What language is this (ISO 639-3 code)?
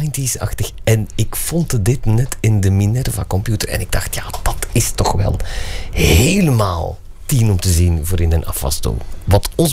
nld